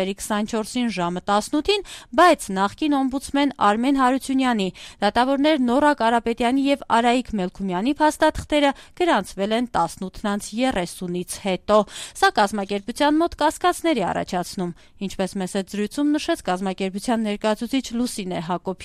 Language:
Armenian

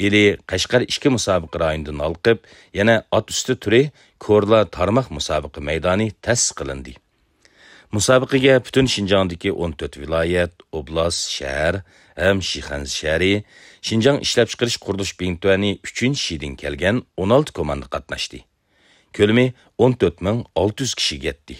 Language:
Uyghur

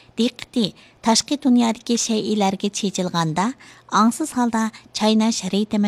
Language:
Uyghur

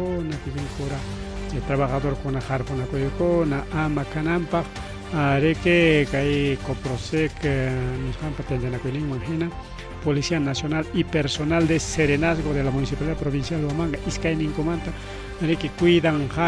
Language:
Ayacucho Quechua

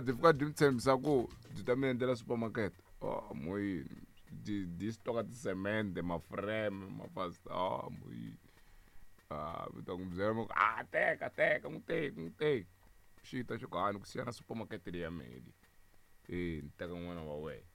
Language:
Tsonga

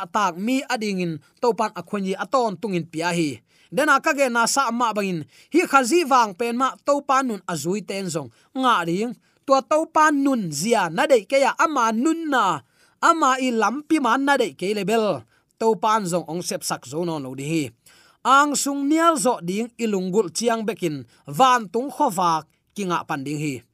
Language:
Tedim Chin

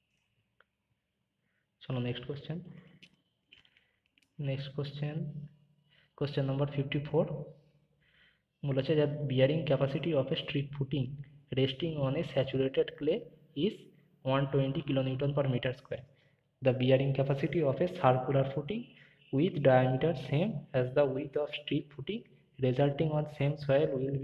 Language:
Bangla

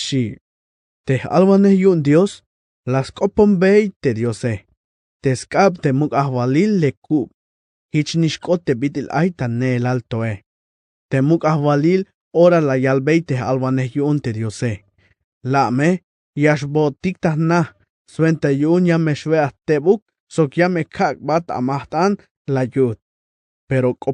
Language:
Tzeltal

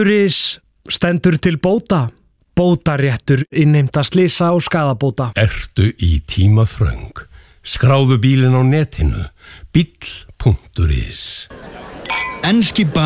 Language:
Icelandic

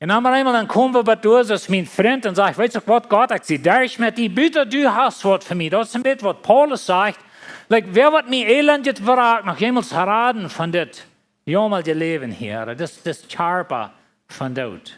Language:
Plautdietsch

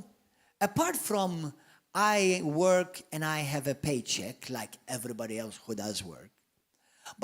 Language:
English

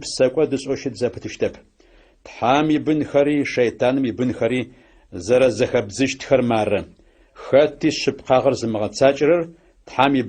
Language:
Adyghe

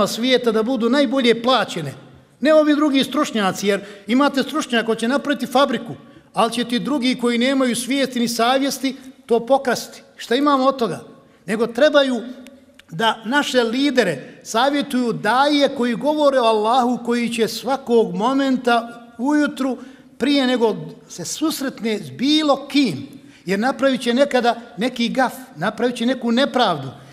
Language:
Bosnian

